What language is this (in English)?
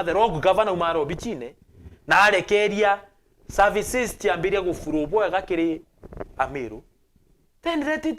Meru